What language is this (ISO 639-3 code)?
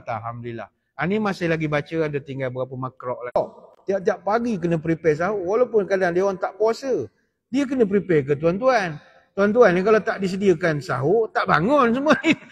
msa